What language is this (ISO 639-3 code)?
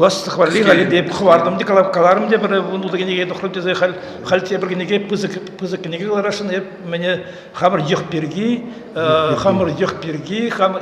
chv